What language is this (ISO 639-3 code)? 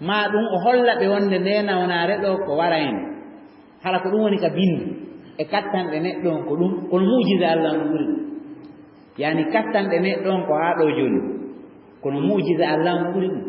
ful